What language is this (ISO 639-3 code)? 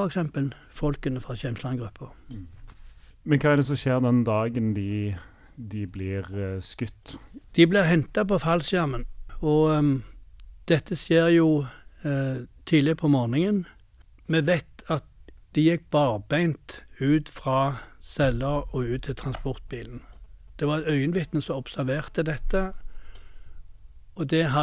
nor